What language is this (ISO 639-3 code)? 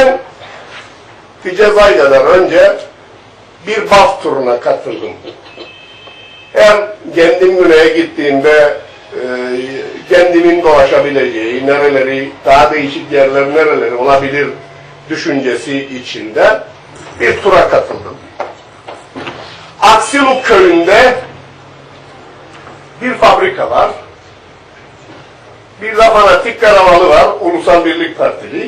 tur